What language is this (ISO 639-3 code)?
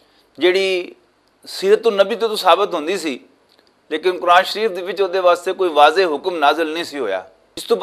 lah